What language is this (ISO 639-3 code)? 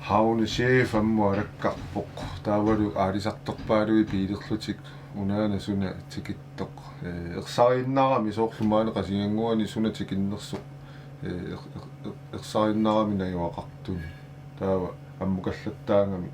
kal